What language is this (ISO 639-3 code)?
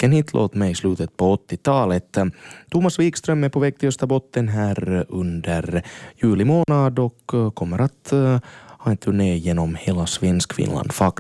swe